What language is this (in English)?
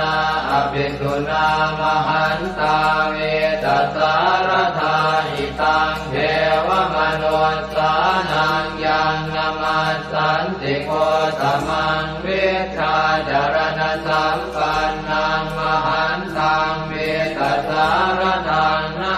Pali